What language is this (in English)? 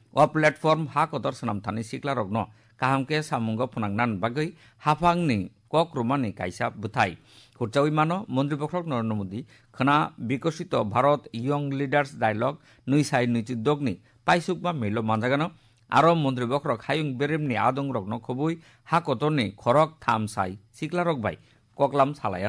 Kok Borok